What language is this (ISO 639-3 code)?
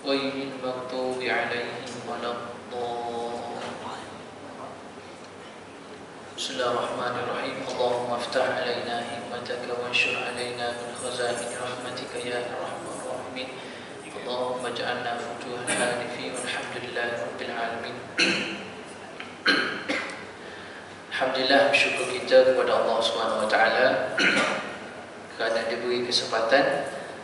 msa